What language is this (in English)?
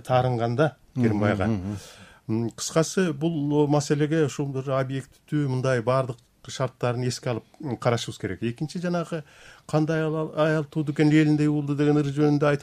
Kyrgyz